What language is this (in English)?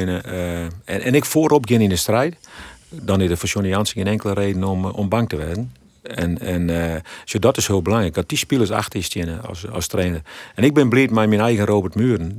Western Frisian